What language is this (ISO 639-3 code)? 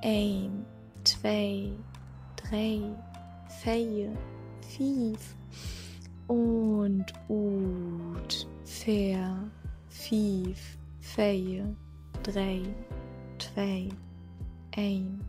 nds